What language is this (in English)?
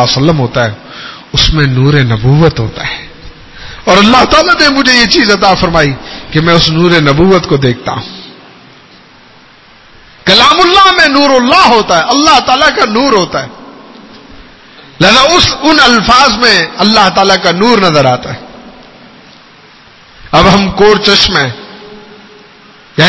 Urdu